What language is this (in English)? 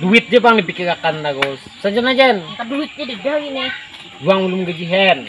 Banjar